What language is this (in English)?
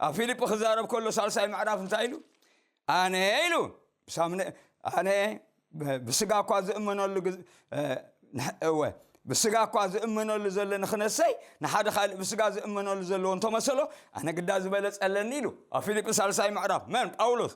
Tigrinya